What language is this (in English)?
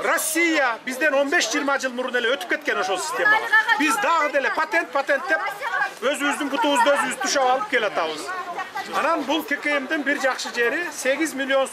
Kyrgyz